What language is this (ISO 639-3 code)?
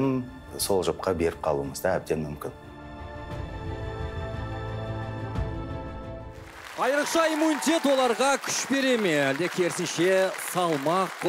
kaz